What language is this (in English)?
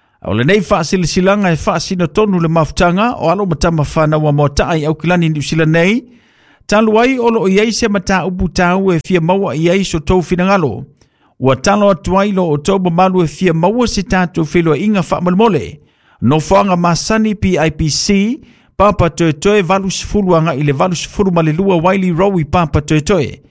Samoan